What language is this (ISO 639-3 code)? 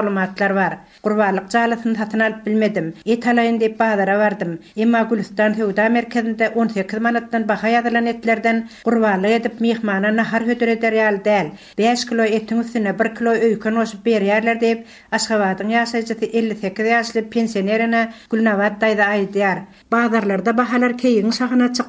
tuk